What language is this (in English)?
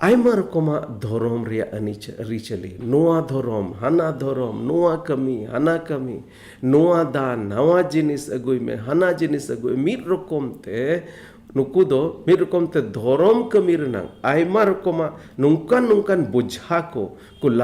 Santali